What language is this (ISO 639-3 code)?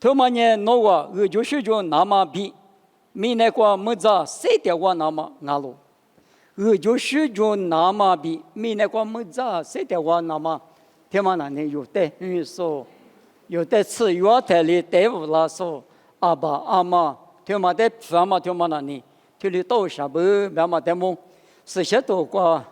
lis